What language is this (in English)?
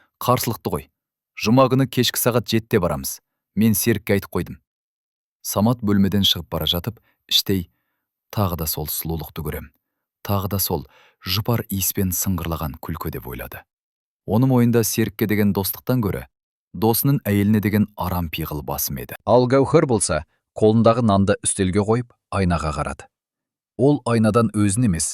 Kazakh